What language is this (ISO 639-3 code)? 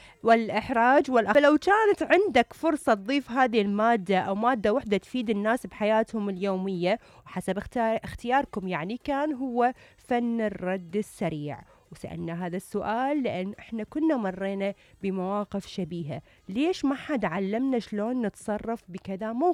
acm